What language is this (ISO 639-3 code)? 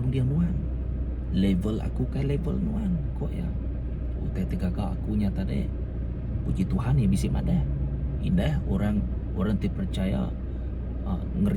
iba